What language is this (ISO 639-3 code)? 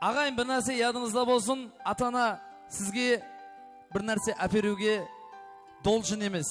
kaa